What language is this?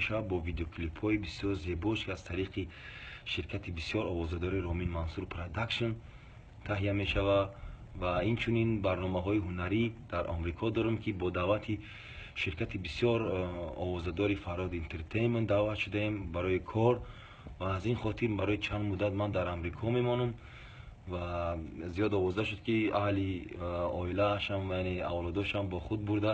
Tajik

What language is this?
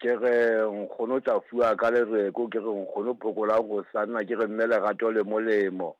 Southern Sotho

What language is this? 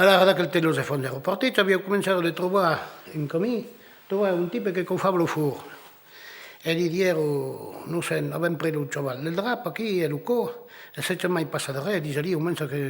Occitan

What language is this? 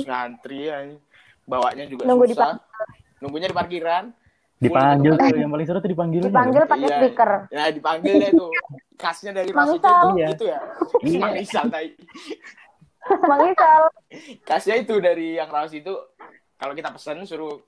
Indonesian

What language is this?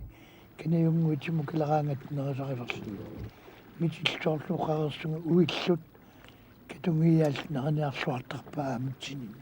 Kalaallisut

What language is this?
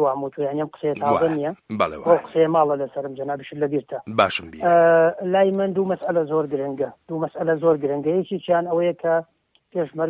Central Kurdish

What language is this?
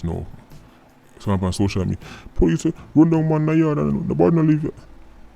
Jamaican Creole English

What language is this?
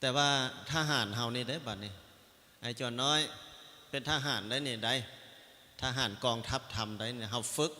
Lao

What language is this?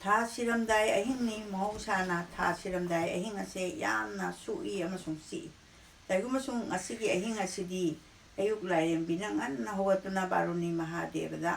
Manipuri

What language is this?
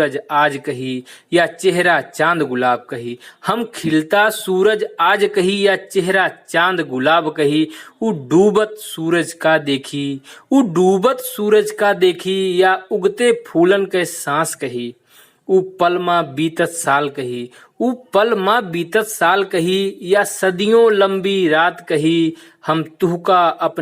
Awadhi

